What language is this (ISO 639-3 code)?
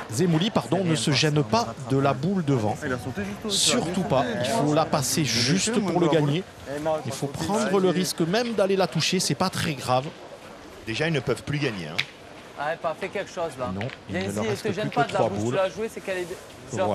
fra